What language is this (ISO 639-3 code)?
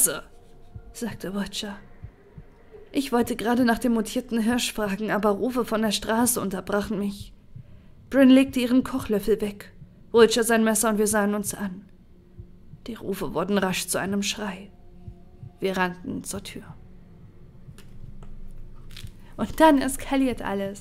deu